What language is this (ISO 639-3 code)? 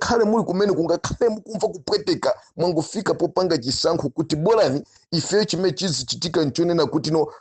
nya